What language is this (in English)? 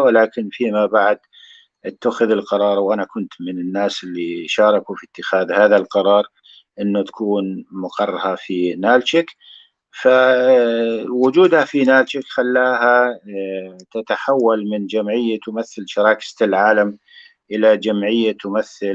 North Levantine Arabic